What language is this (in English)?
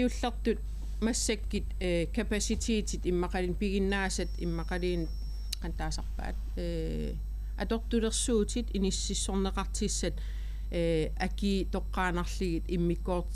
Kalaallisut